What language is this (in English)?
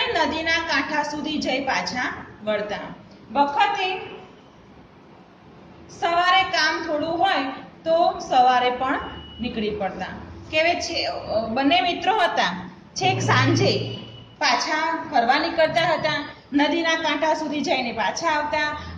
Gujarati